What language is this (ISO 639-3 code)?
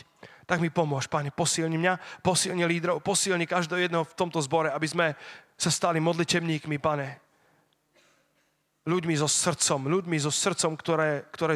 slk